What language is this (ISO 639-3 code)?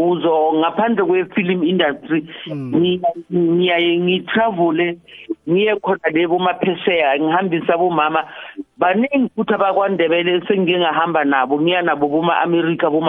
nbl